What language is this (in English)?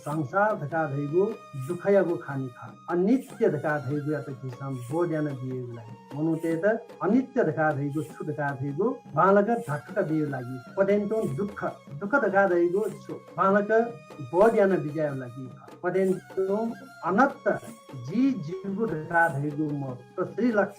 Newari